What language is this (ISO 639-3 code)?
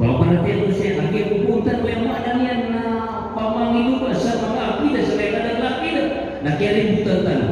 mrw